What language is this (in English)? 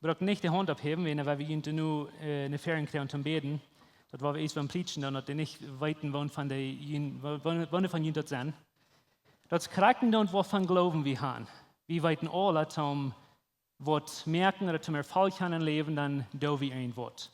Plautdietsch